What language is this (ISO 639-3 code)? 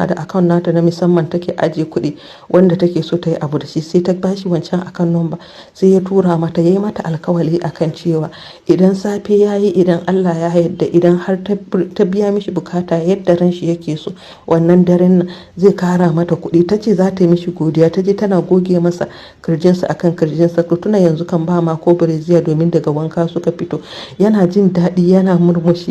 hau